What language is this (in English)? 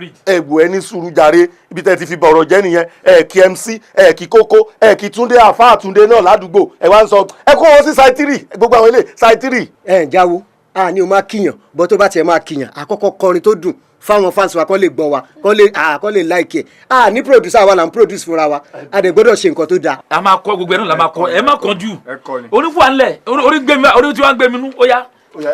Yoruba